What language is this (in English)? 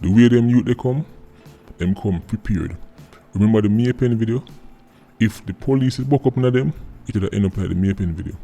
Jamaican Creole English